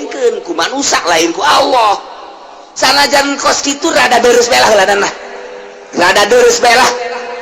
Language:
Sundanese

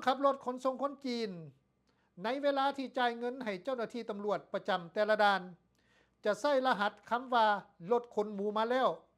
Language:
Lao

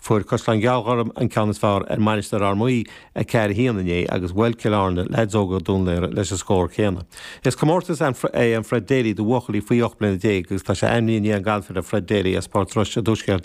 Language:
Irish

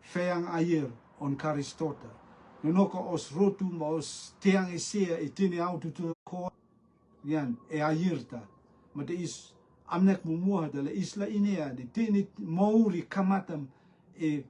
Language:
Rotuman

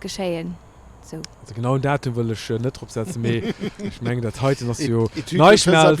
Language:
Luxembourgish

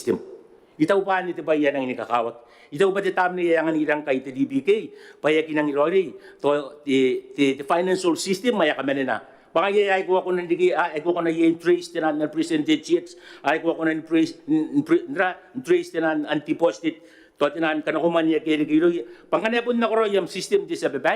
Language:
Gilbertese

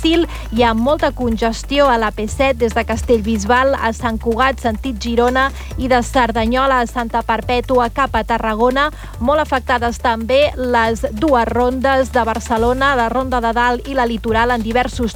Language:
Catalan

